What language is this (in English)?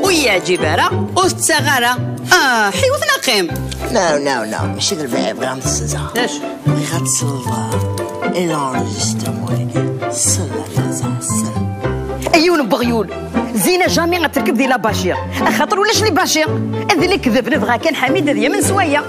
Kabyle